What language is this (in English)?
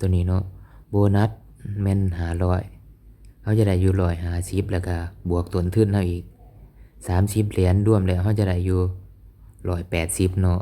Lao